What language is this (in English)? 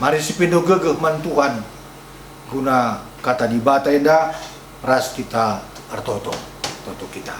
Batak Karo